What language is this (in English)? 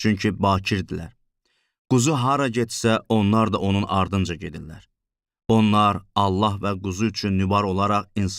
Azerbaijani